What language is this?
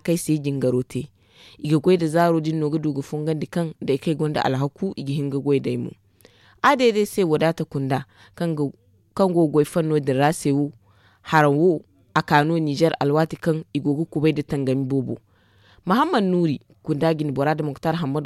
Zarma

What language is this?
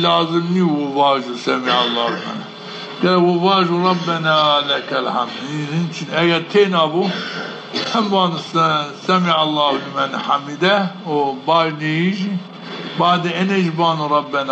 Zaza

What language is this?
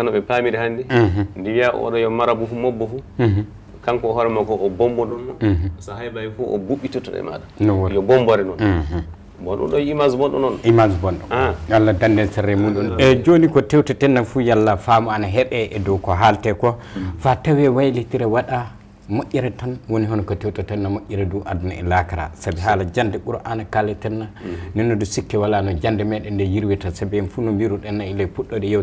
Fula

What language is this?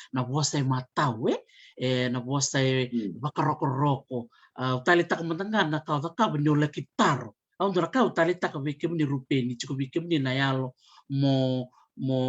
Fijian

